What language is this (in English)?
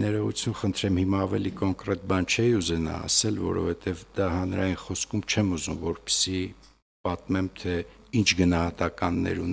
Armenian